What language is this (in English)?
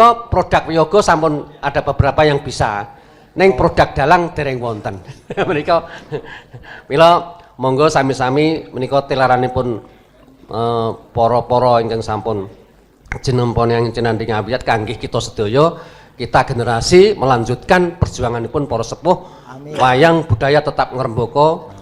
Javanese